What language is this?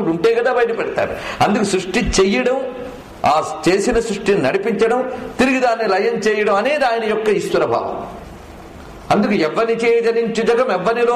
Telugu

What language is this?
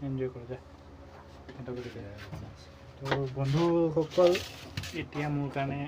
Assamese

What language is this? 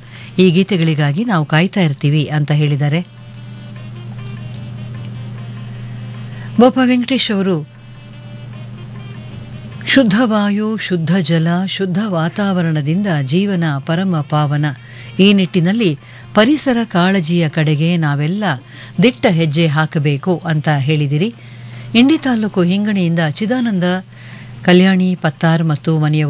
Kannada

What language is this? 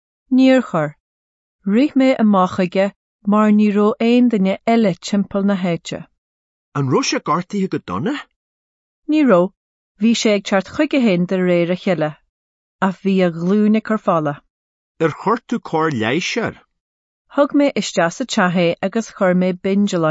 Irish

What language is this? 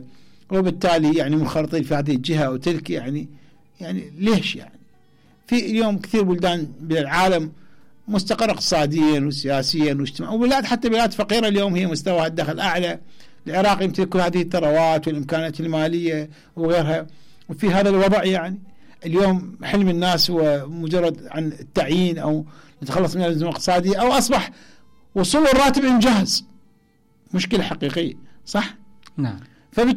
Mesopotamian Arabic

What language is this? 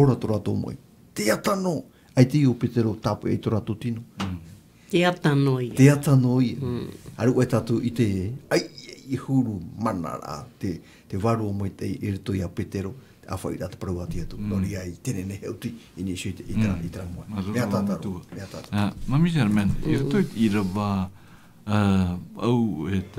Tahitian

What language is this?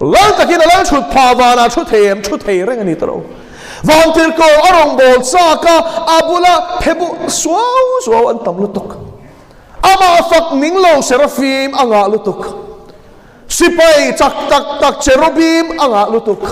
Mizo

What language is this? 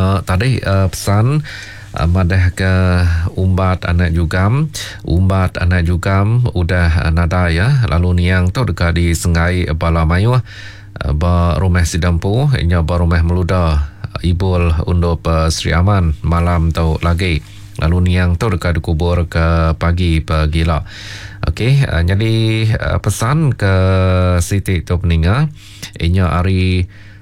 Iban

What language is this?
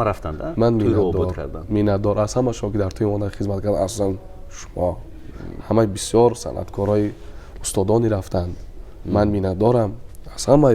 Tajik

